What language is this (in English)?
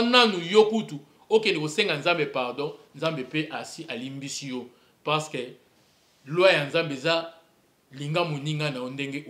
Lingala